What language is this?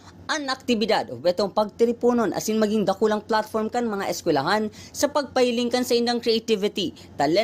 Bikol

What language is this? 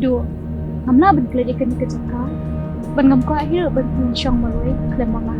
Khasi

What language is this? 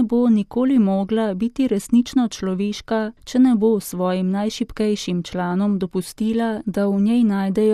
Slovenian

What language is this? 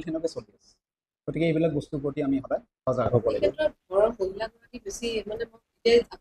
Assamese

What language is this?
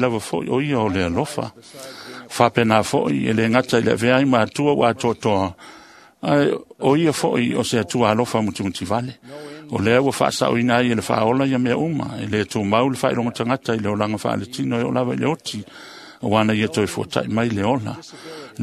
Samoan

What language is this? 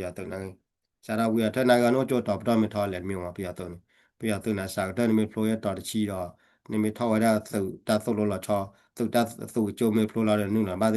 S'gaw Karen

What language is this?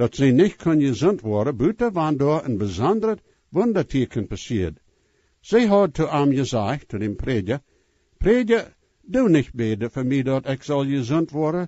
Plautdietsch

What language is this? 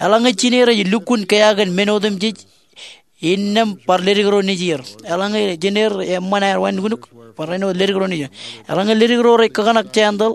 Marshallese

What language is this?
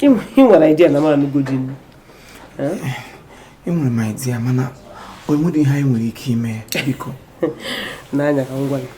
Igbo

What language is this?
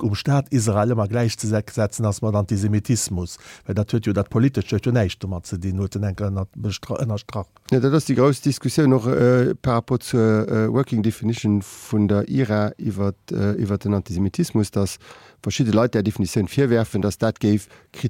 Luxembourgish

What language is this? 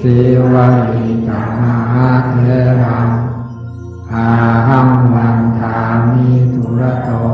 Pali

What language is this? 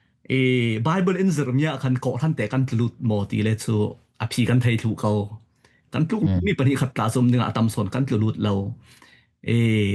Falam Chin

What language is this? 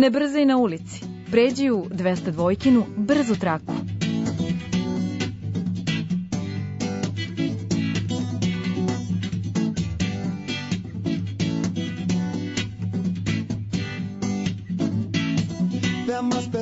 Serbian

